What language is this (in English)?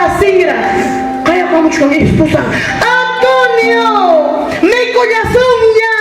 Ayacucho Quechua